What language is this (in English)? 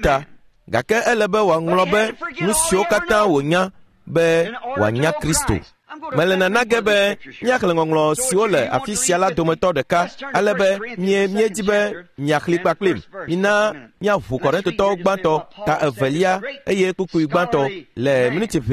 Ewe